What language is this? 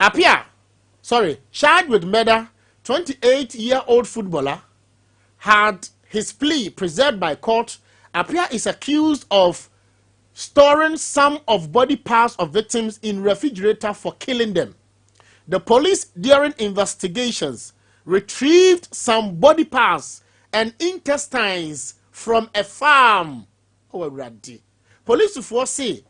Akan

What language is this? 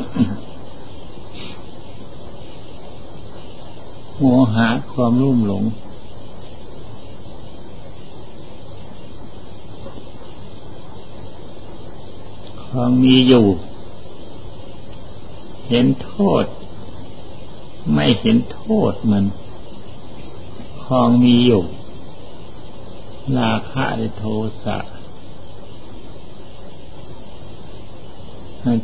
Thai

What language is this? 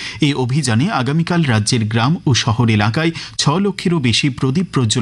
Bangla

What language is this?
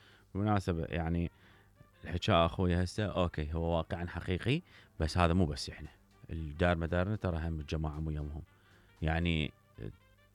Mesopotamian Arabic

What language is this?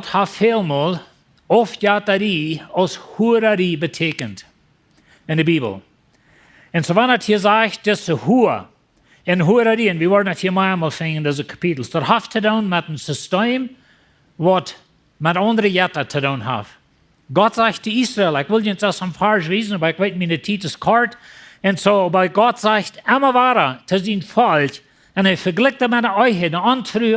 Plautdietsch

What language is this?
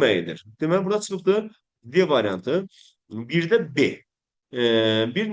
Azerbaijani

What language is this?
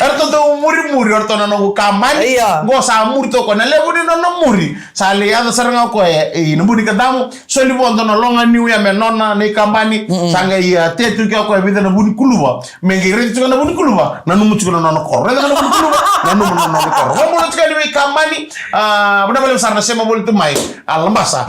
Fijian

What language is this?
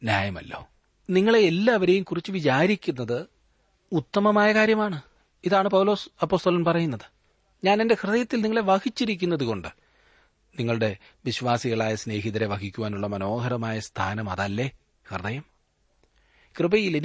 Malayalam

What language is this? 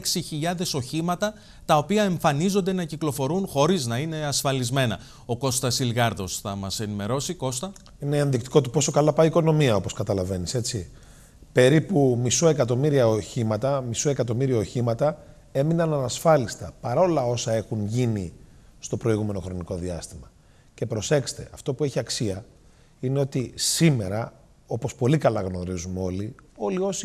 Greek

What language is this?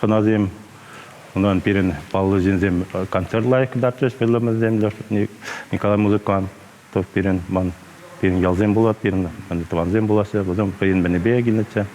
Chuvash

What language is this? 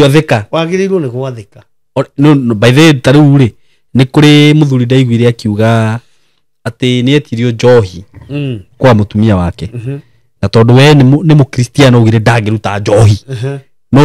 Kikuyu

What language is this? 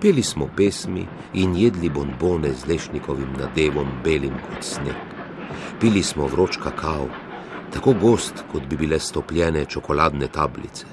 Slovenian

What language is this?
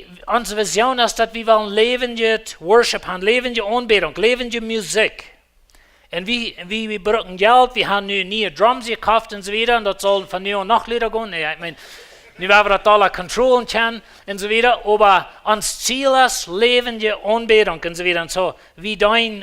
Plautdietsch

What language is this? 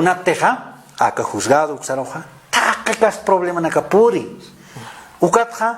Aymara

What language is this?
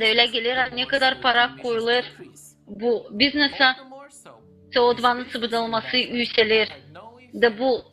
Gagauz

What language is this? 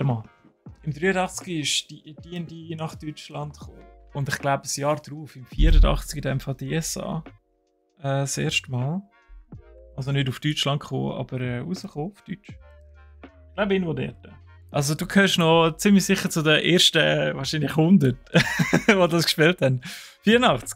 Swiss German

